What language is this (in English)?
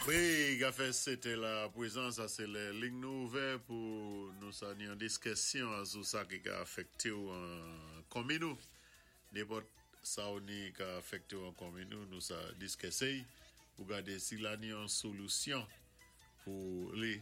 Saint Lucian Creole French